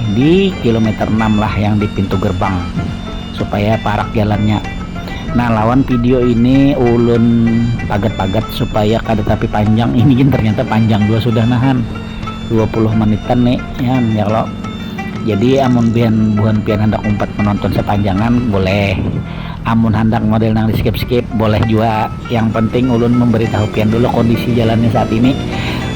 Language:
Banjar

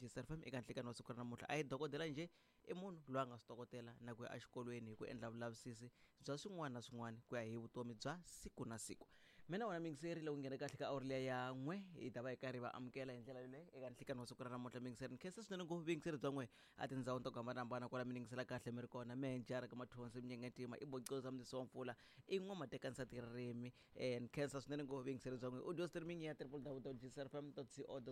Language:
Tsonga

